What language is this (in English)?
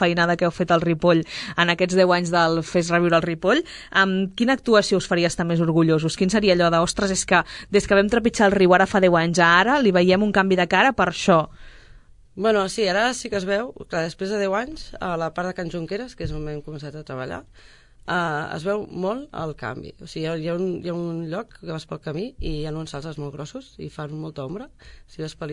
Catalan